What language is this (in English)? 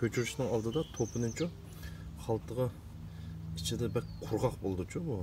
Uyghur